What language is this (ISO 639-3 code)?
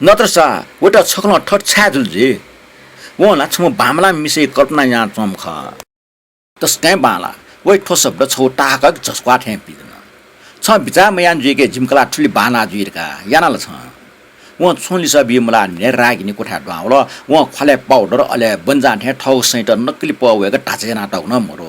new